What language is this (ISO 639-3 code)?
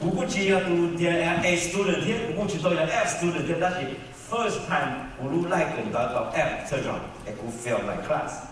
hmn